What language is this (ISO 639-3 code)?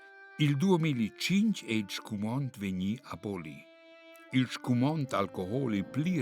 roh